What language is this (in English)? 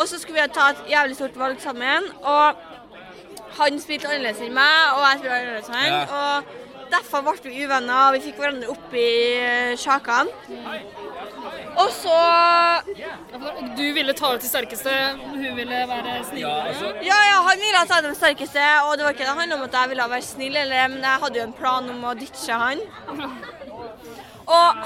Norwegian